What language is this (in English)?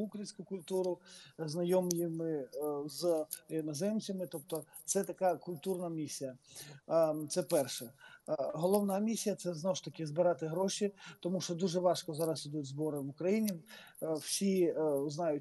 Ukrainian